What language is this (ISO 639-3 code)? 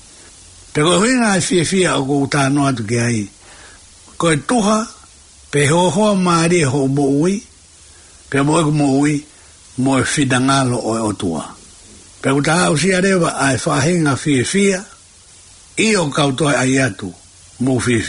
ton